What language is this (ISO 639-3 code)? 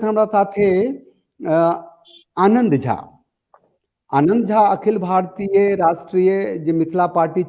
mai